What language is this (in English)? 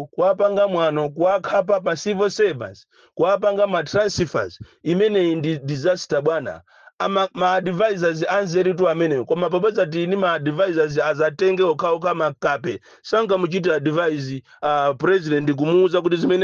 Nyanja